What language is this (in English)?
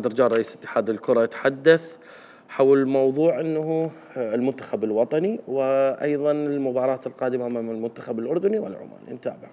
Mesopotamian Arabic